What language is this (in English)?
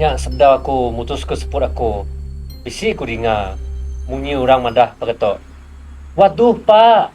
Iban